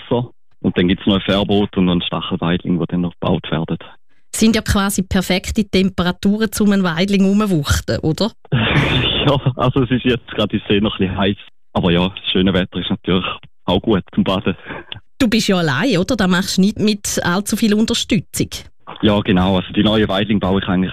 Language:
German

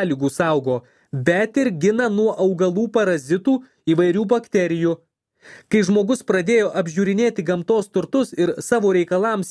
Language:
Lithuanian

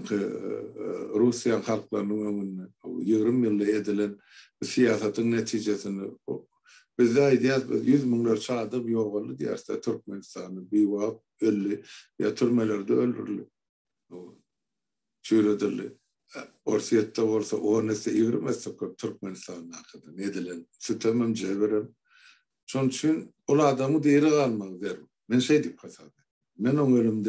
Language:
Turkmen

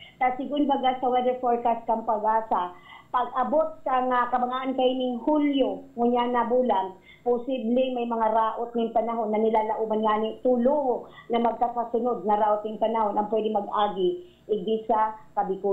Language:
Bikol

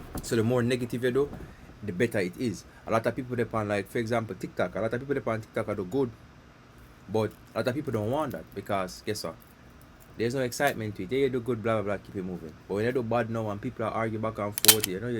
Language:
Jamaican Creole English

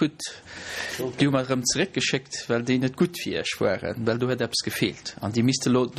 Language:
Luxembourgish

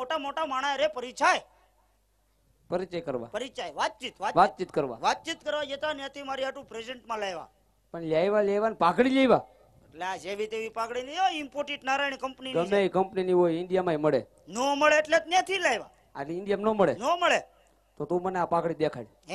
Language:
Gujarati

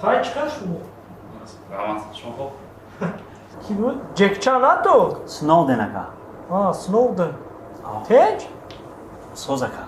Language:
Tajik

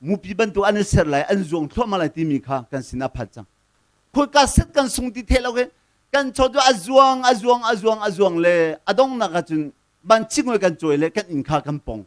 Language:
Hakha Chin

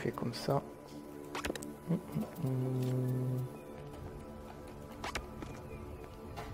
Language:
French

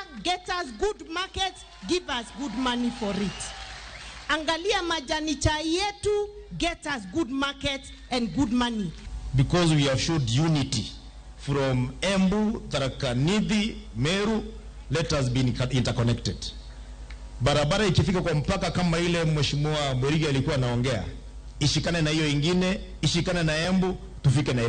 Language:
Luo (Kenya and Tanzania)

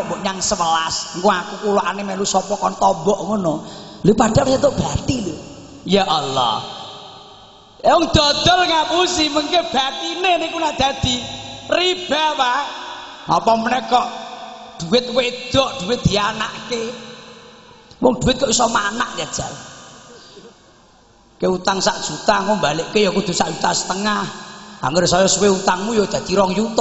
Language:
Javanese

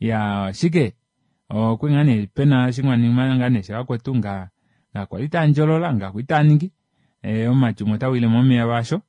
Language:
Kuanyama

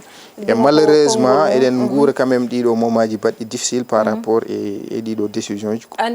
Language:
Fula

